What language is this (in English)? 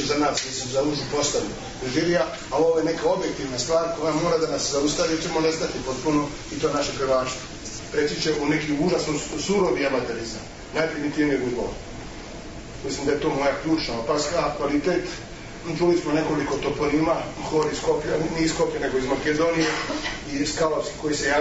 Serbian